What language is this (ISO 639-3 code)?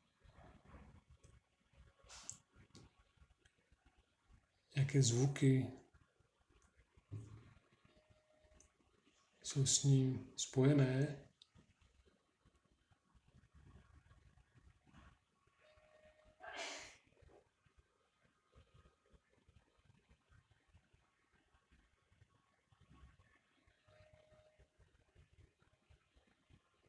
ces